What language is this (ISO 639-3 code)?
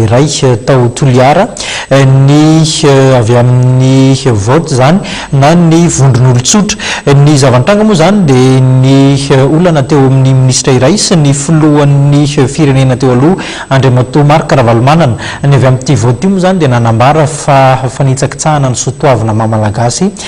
mlg